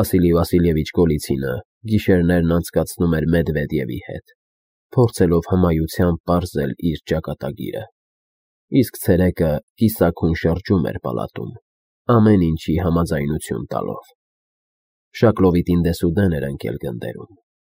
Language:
Armenian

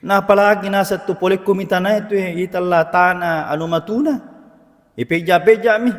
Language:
Buginese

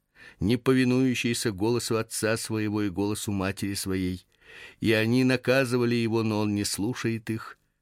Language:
Russian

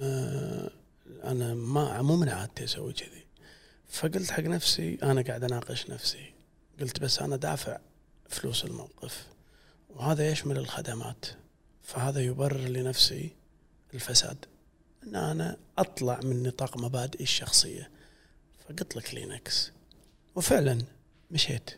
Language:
Gulf Arabic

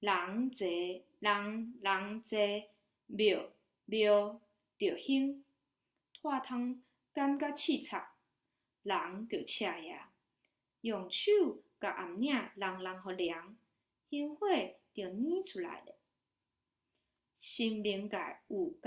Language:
Min Nan Chinese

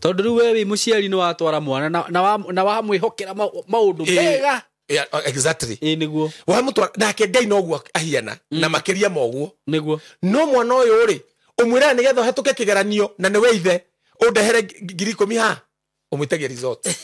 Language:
Kikuyu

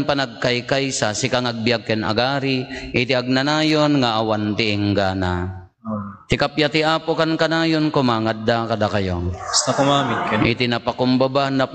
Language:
Iloko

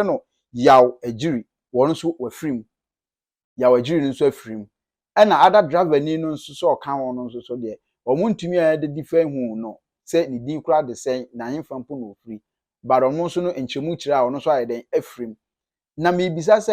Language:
Akan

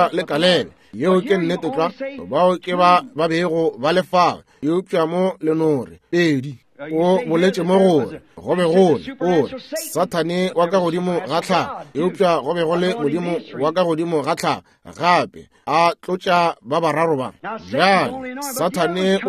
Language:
Northern Sotho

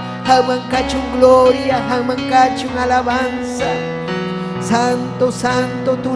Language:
Ayacucho Quechua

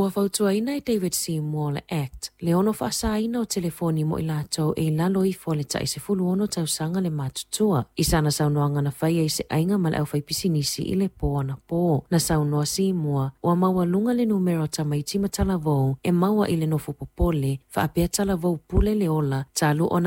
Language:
Samoan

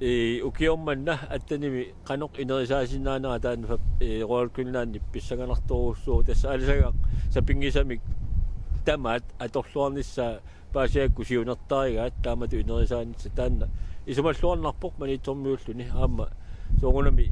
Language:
Kalaallisut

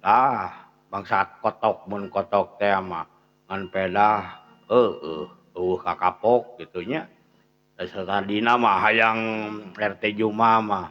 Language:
Sundanese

